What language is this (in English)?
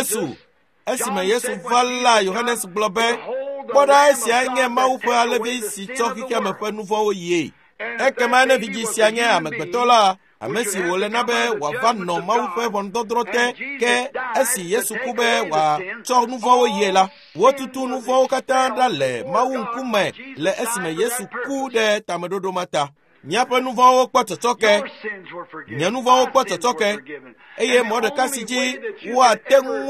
Ewe